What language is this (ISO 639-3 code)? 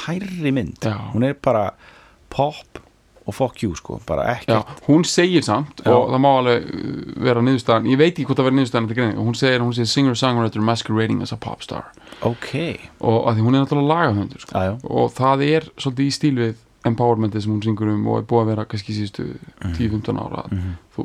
isl